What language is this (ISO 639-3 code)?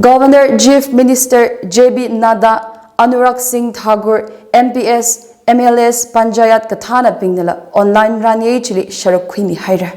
nmf